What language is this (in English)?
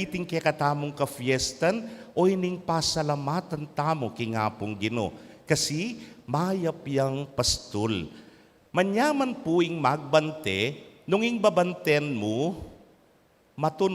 Pampanga